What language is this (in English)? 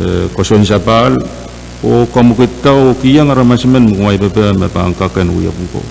Pohnpeian